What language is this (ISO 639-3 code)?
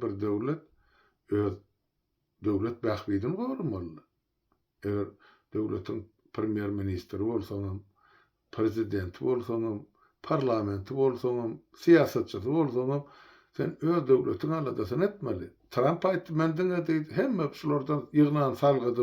tuk